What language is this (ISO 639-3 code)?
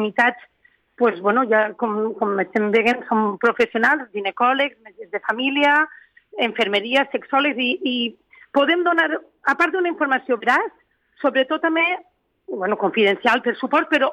cat